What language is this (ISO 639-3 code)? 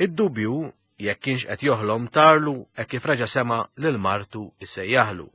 mlt